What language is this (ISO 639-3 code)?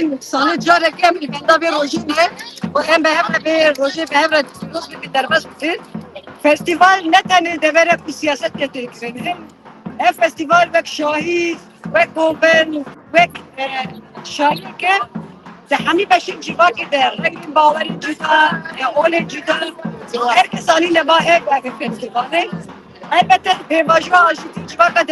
kur